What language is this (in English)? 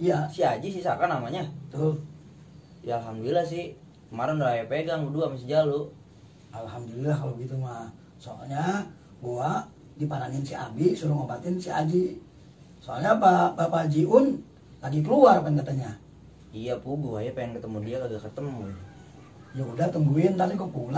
Betawi